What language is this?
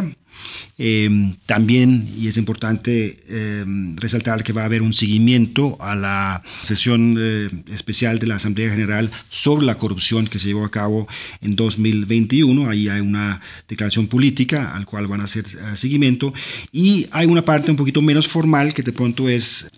Spanish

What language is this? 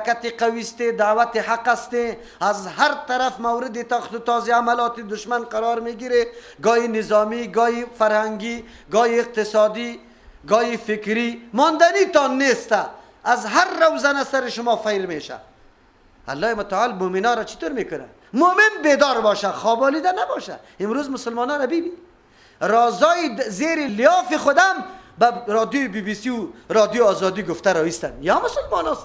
Persian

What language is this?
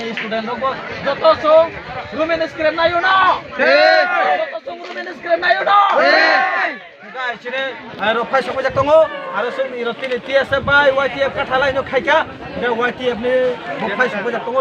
Kok Borok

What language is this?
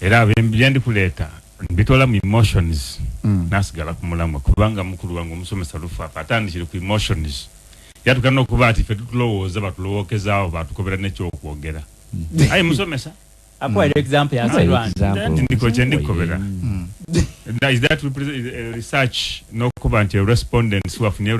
Ganda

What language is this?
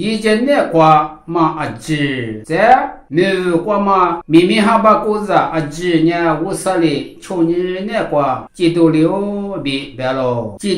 Lisu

